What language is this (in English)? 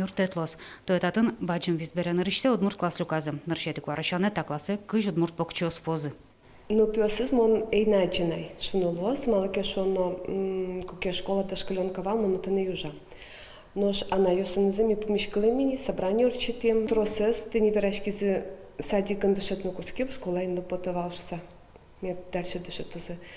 Udmurt